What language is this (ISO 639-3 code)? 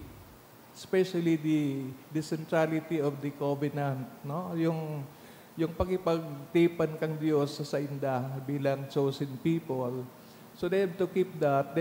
bik